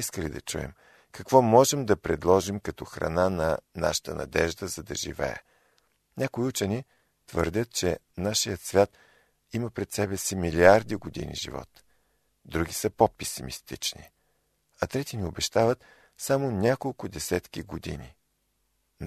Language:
Bulgarian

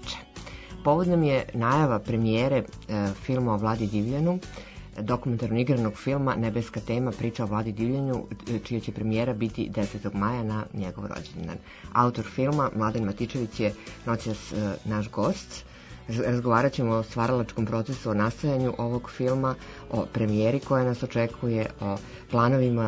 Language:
Serbian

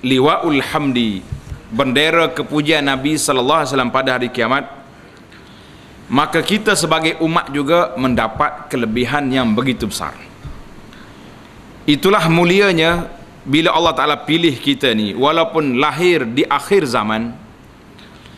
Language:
Malay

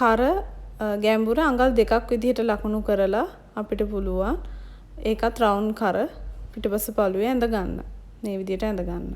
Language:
Sinhala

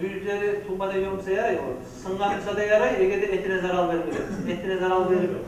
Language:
Kumyk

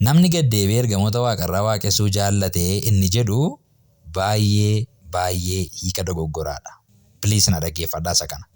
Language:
Oromo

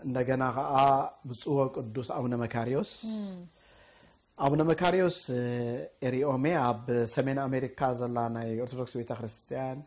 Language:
Tigrinya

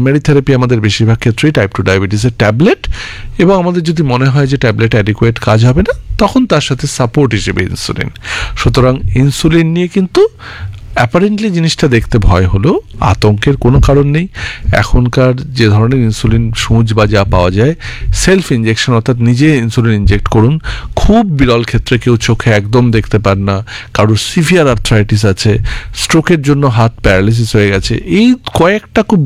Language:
Bangla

